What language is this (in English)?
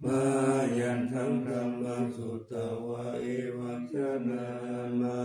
Pali